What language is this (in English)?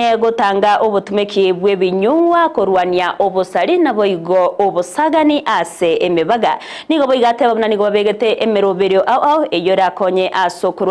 Gusii